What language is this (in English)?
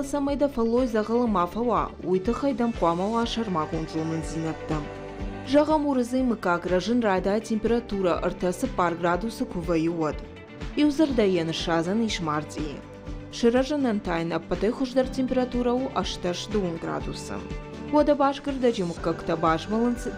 Ossetic